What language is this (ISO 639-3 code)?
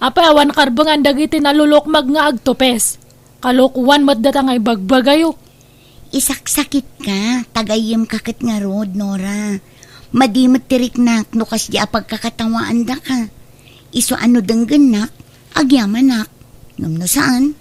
ilo